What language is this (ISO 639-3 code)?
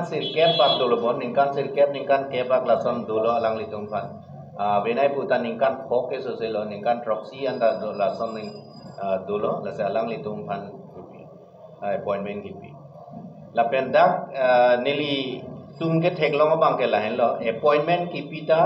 mjw